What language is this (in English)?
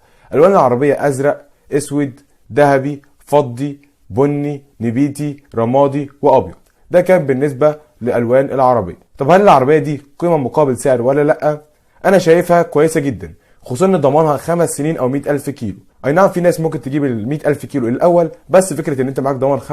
Egyptian Arabic